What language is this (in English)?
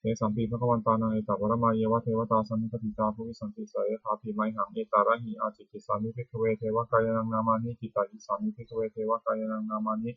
Pali